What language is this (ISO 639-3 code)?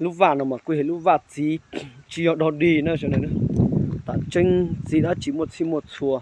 hmn